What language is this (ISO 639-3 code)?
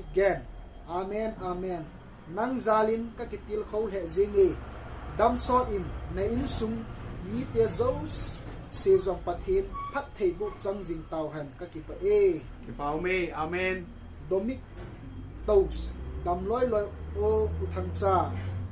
tcz